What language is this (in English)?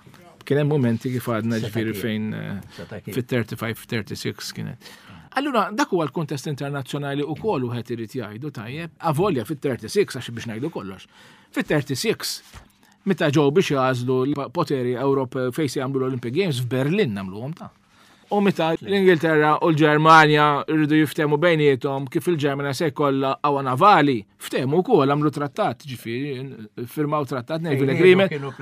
Maltese